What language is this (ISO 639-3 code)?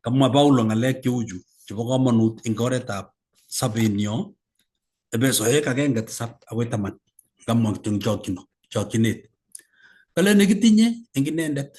kln